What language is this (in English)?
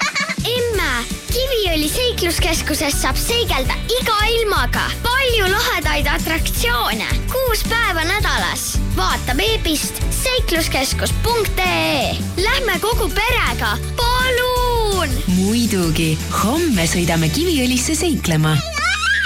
Estonian